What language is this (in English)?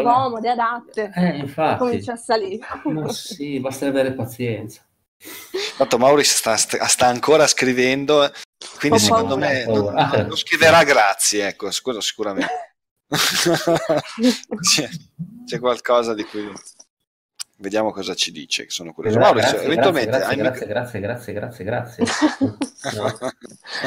Italian